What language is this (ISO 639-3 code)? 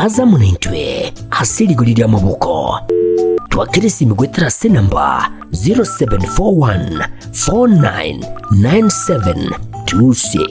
guz